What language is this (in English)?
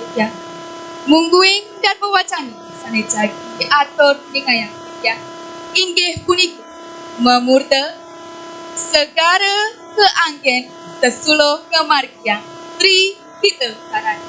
Balinese